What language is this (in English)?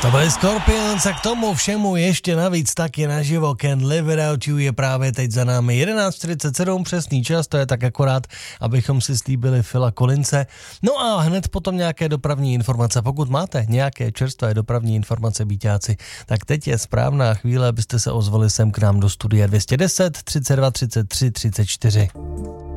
Czech